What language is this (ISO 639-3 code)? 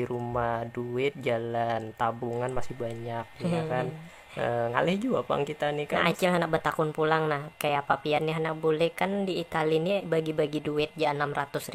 bjn